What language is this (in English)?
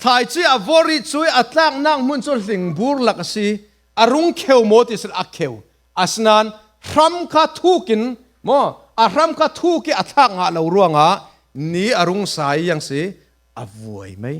Falam Chin